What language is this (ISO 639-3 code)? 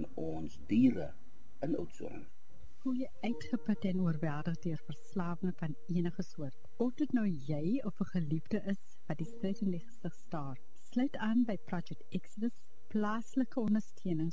afr